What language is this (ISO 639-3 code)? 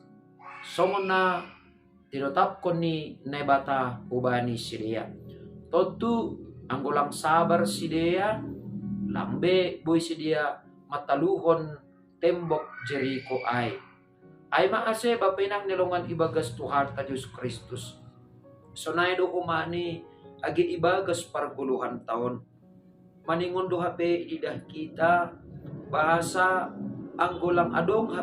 bts